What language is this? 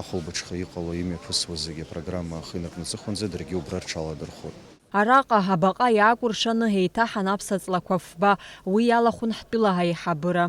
Abkhazian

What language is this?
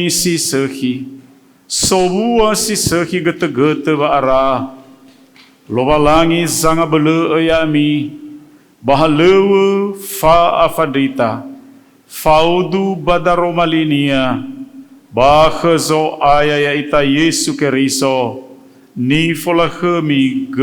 Nias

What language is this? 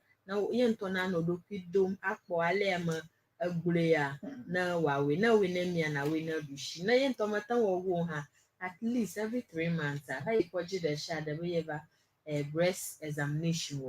Ewe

